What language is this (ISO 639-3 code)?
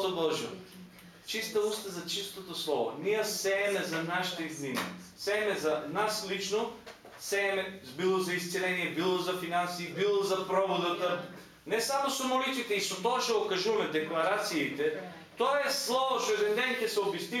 mkd